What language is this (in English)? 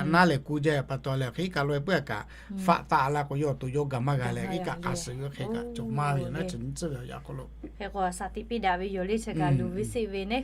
Lahu